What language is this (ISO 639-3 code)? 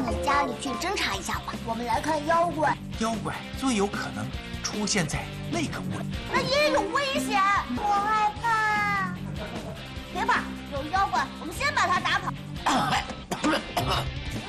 zho